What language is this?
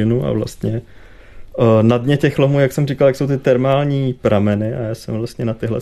Czech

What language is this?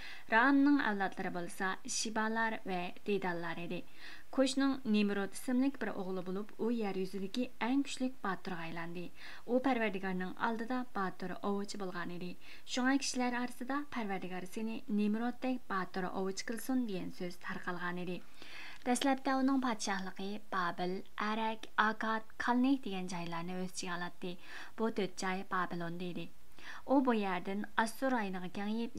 Uyghur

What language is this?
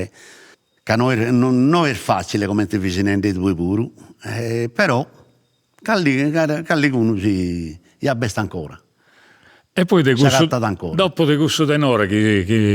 Sardinian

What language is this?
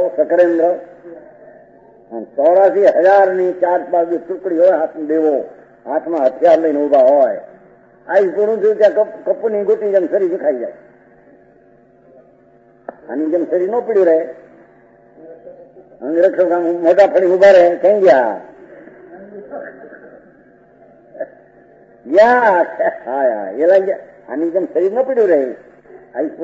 Gujarati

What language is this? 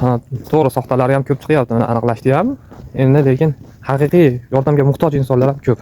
Uzbek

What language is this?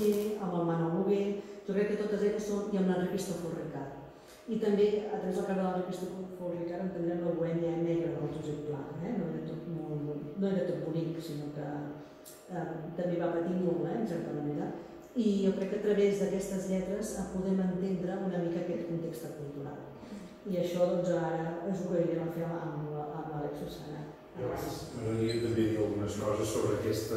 Catalan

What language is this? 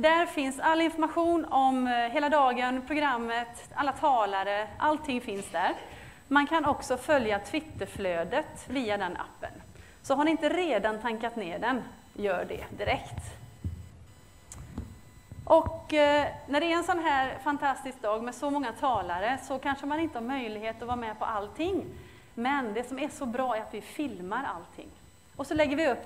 Swedish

